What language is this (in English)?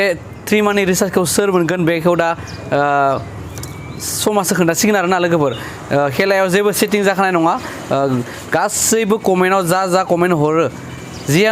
Bodo